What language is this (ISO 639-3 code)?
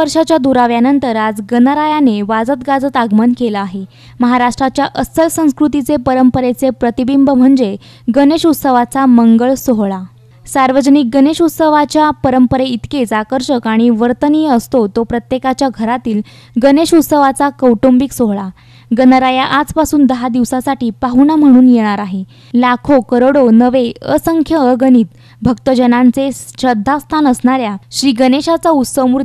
mar